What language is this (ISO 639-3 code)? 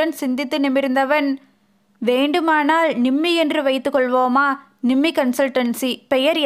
tam